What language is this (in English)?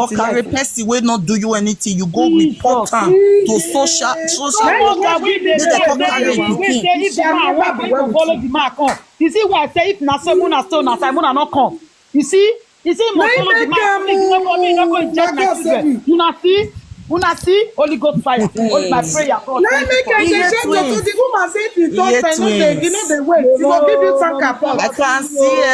Nigerian Pidgin